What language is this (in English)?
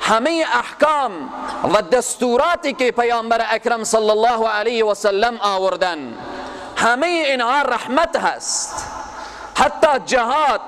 Persian